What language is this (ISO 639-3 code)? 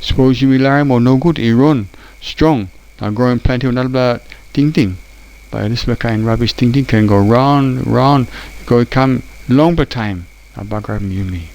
tpi